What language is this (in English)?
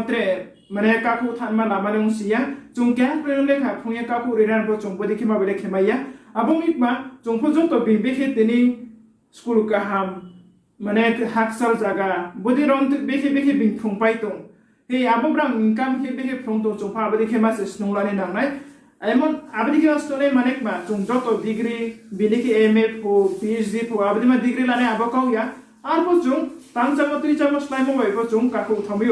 Riang (India)